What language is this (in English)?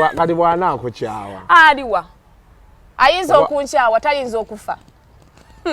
Ganda